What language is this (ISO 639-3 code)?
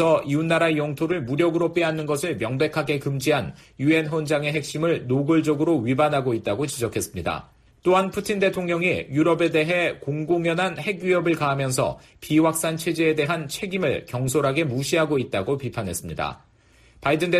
kor